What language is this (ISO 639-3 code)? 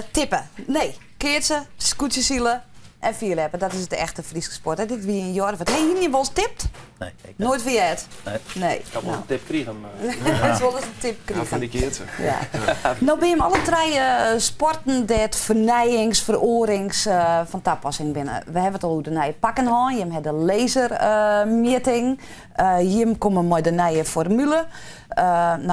fry